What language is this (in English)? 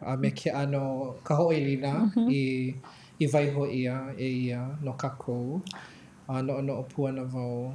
Hawaiian